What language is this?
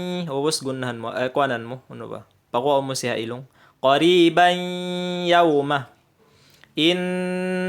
Tausug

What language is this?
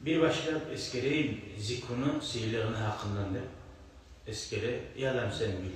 Kumyk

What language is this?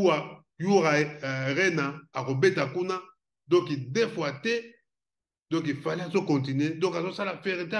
Lingala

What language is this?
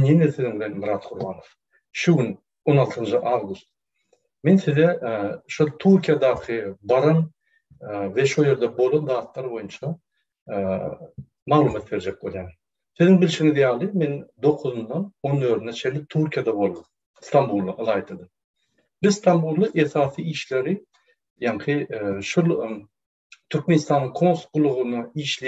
Turkmen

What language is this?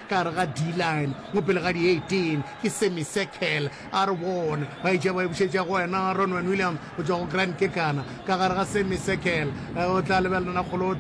Northern Sotho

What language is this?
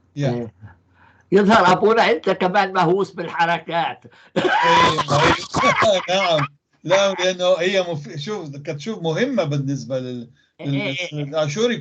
North Levantine Arabic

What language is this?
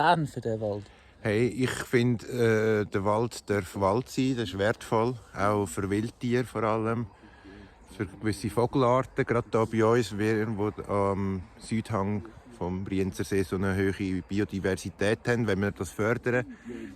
Swiss German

